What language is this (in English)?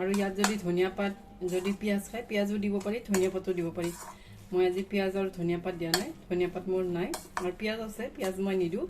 Assamese